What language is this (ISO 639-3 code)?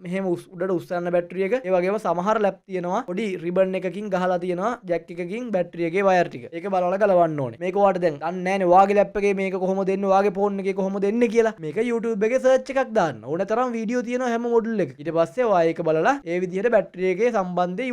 sin